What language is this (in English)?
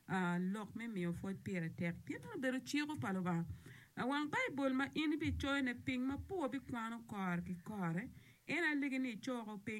Acoli